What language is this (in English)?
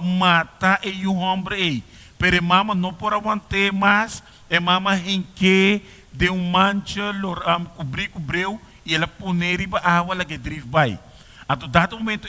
Papiamento